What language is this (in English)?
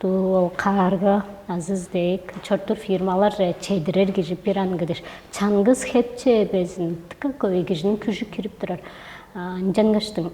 Tuvinian